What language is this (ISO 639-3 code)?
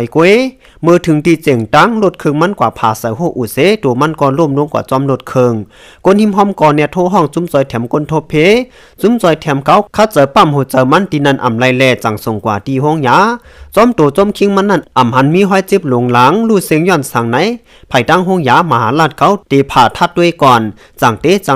shn